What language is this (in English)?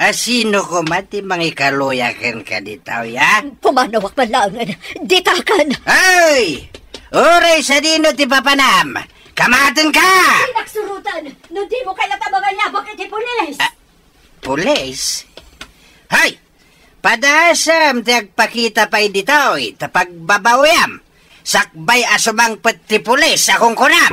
Iloko